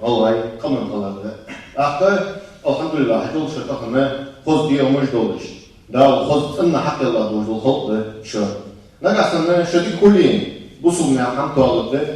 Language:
Ingush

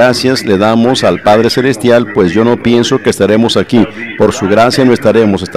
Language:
Spanish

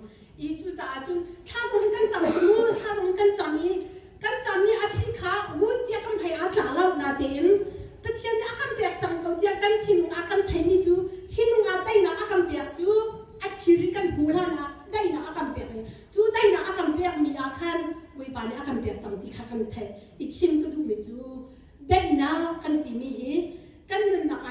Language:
Hakha Chin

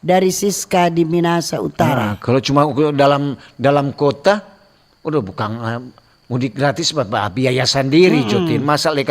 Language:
Manado Malay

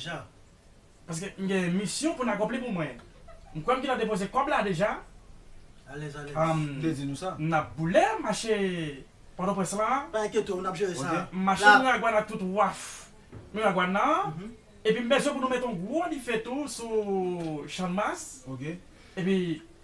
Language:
Haitian Creole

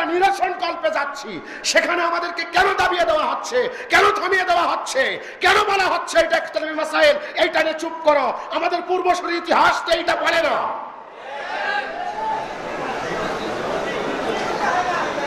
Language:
Bangla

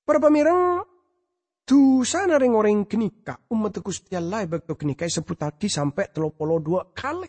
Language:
Madurese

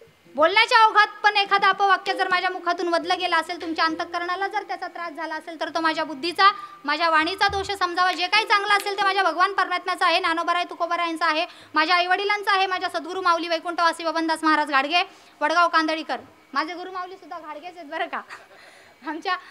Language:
Marathi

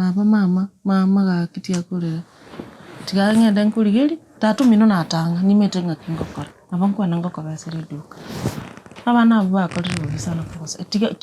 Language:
Gusii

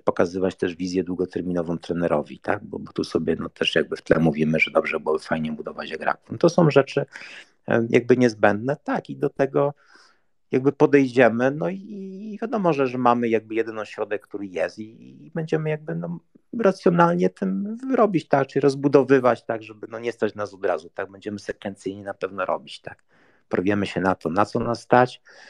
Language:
Polish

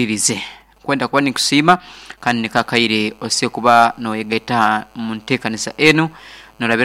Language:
Nyoro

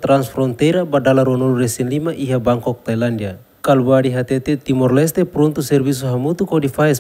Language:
Tetum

